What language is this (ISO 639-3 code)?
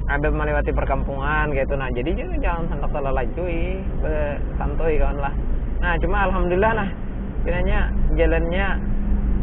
bjn